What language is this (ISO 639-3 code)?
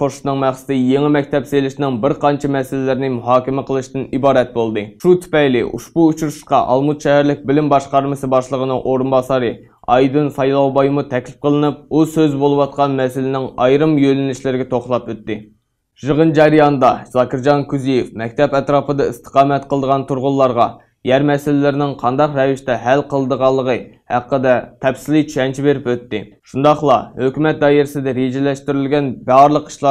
uig